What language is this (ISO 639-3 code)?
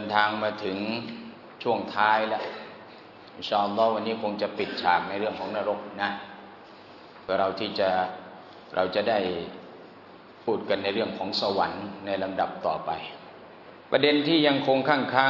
tha